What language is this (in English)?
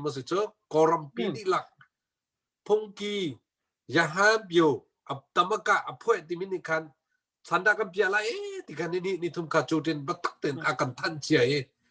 Hakha Chin